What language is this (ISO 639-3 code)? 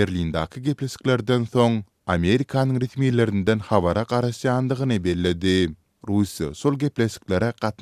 tuk